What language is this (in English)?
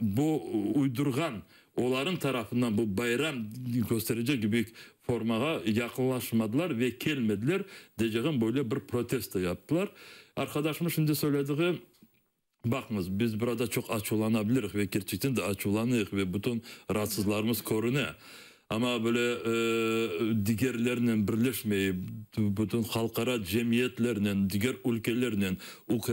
Crimean Tatar